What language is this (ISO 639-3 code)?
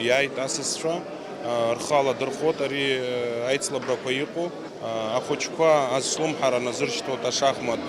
abk